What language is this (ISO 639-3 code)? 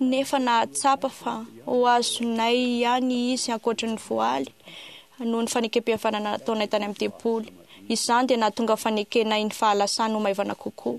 mlg